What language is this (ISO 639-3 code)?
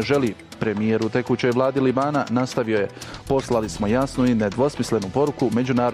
bos